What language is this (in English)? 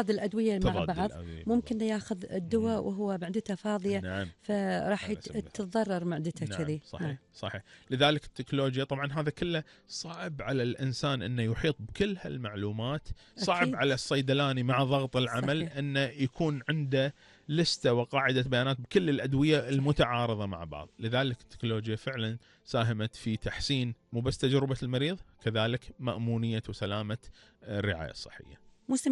Gulf Arabic